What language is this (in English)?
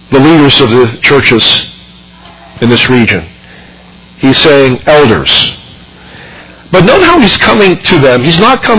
English